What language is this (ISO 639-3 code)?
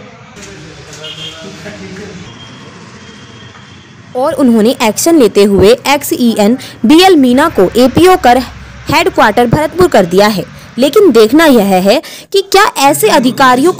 hin